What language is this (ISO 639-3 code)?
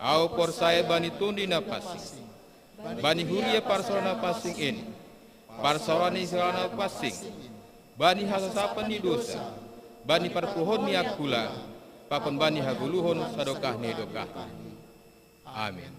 bts